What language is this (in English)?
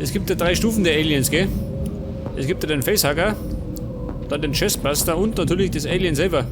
Bavarian